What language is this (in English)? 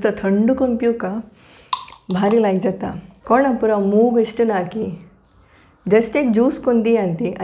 Konkani